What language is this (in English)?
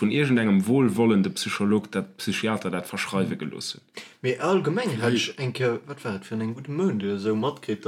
Luxembourgish